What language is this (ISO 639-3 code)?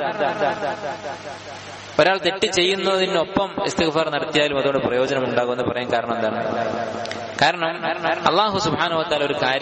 mal